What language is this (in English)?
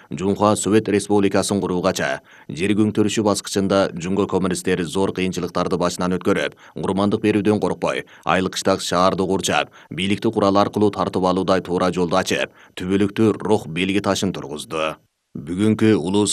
Kyrgyz